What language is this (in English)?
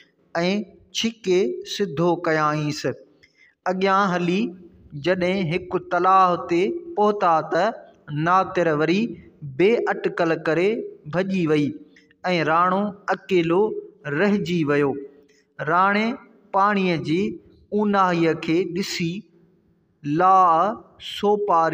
Sindhi